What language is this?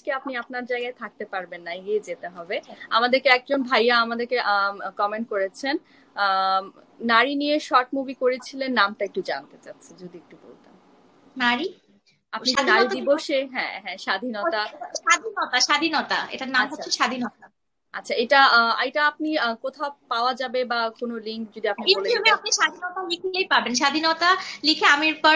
Bangla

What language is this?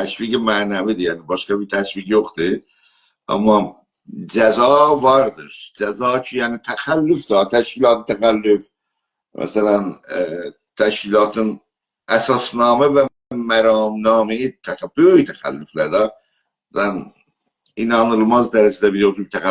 South Azerbaijani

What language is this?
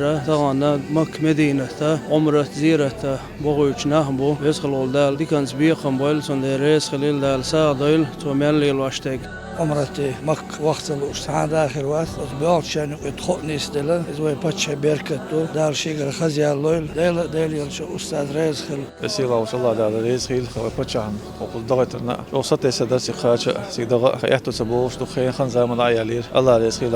Chechen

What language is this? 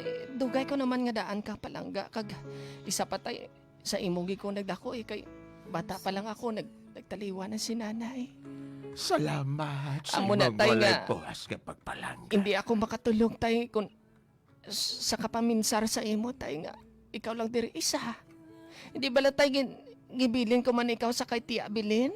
Hiligaynon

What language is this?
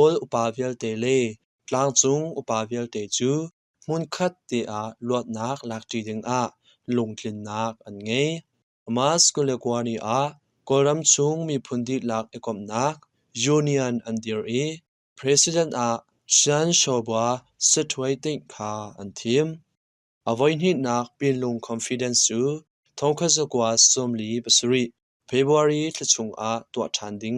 Hakha Chin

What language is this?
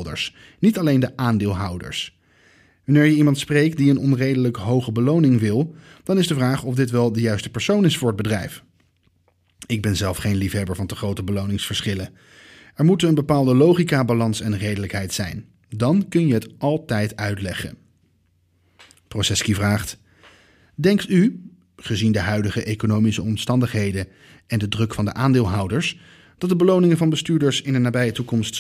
Dutch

